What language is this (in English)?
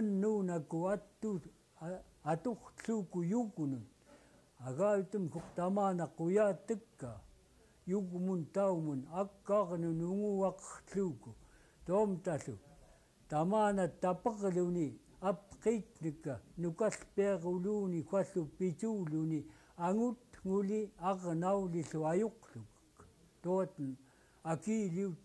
Central Yupik